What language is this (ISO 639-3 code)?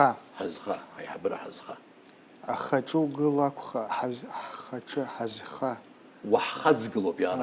abk